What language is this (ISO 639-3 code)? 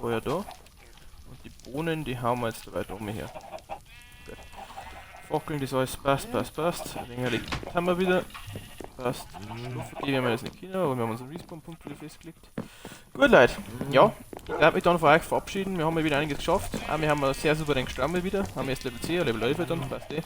bar